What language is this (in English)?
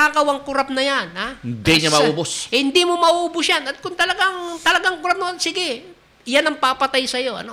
Filipino